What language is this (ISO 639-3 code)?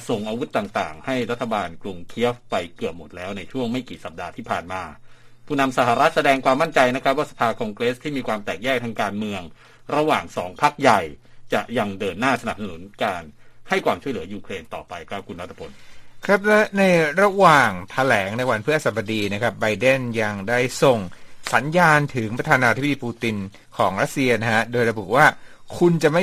tha